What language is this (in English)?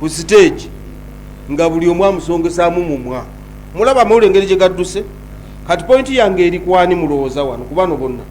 Ganda